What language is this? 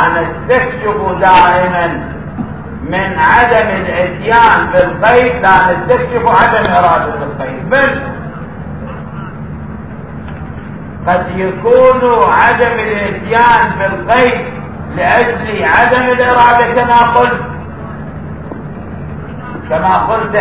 Arabic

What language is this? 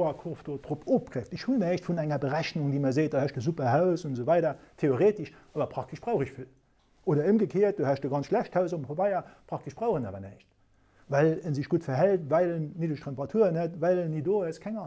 Luxembourgish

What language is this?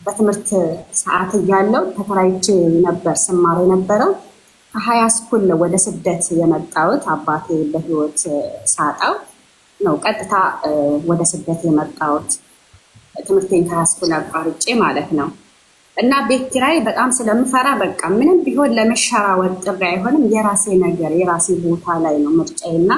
Amharic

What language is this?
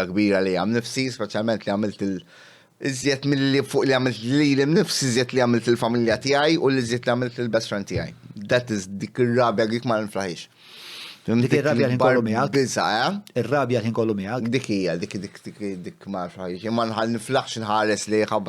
Maltese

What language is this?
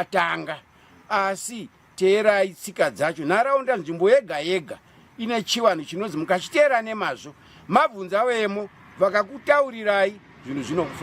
Shona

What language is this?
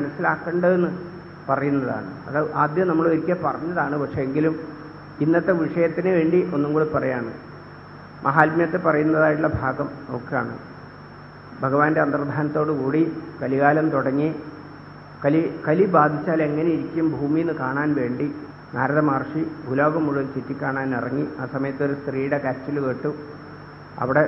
Malayalam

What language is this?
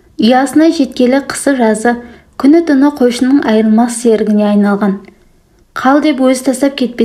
Kazakh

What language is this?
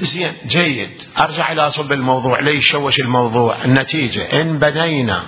Mesopotamian Arabic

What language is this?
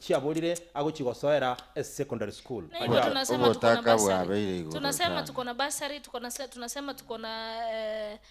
Gusii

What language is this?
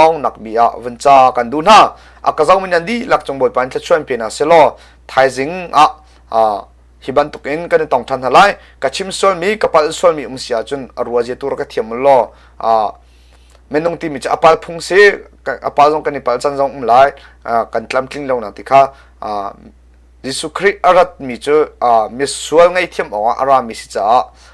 Hakha Chin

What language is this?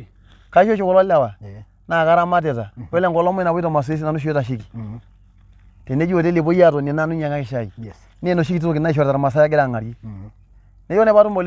Masai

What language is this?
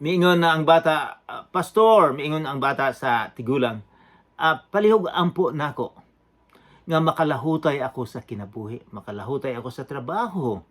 Cebuano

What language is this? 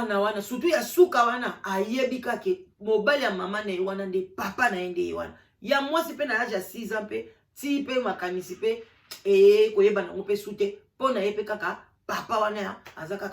Lingala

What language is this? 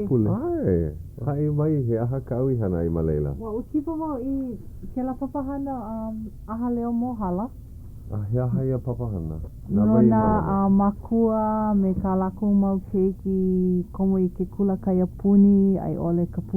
Hawaiian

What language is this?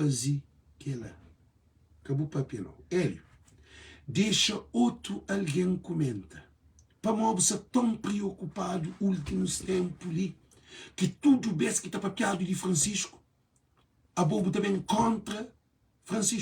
Kabuverdianu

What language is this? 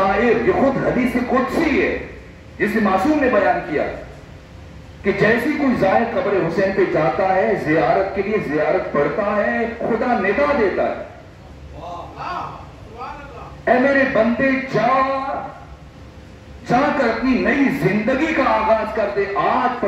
Urdu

